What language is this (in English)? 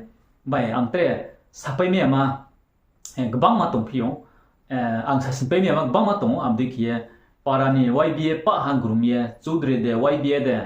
Riang (India)